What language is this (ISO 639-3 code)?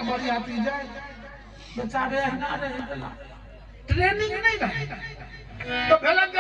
mai